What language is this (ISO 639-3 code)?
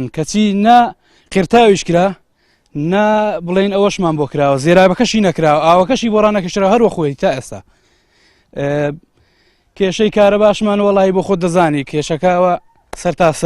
ckb